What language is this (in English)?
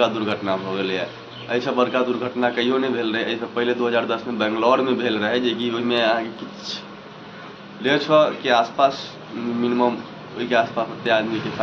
Maithili